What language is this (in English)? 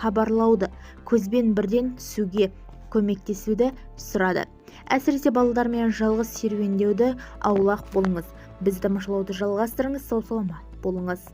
Kazakh